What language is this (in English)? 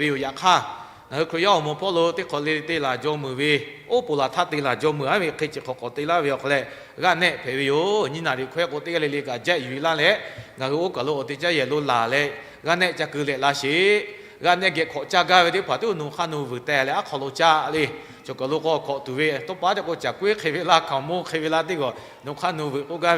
Lahu